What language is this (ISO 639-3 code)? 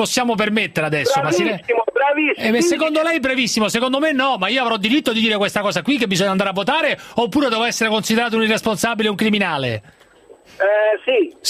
ita